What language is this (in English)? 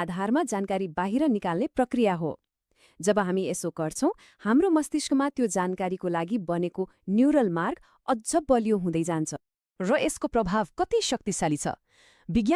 Nepali